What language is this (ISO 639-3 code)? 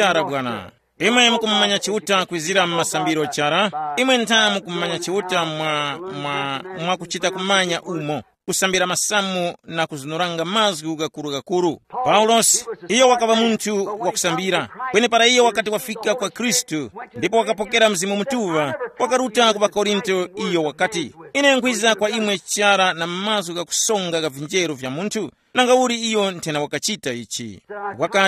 tum